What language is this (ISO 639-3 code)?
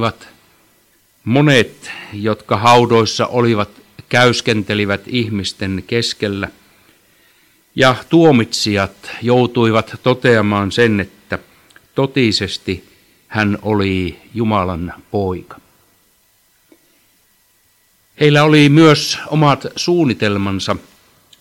fin